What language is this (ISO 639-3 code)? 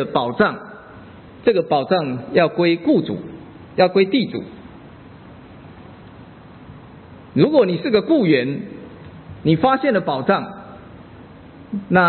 zho